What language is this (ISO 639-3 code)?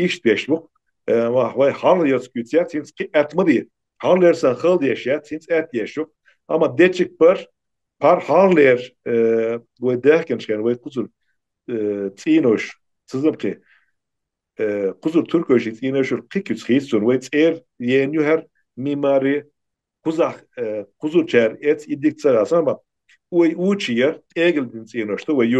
che